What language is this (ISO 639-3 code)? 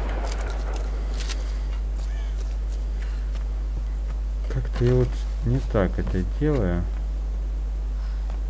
rus